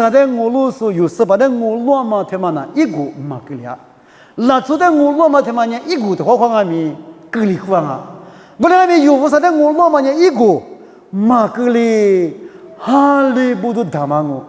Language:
Lisu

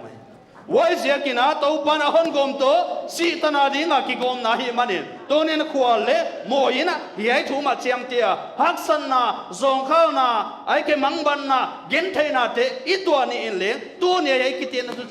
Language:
Paite Chin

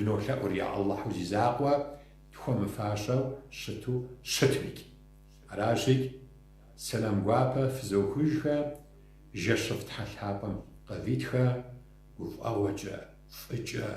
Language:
Kabardian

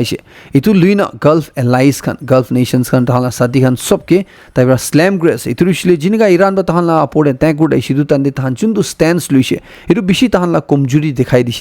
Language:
Naga Pidgin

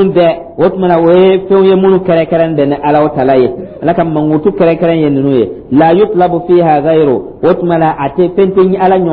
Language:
Dyula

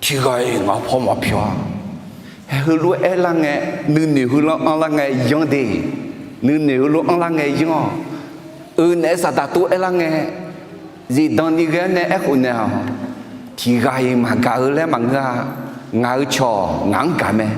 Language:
Akha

